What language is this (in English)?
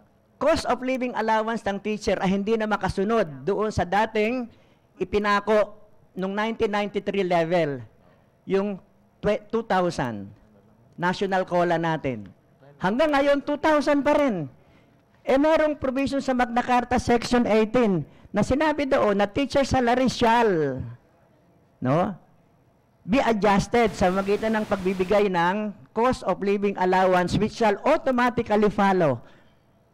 Filipino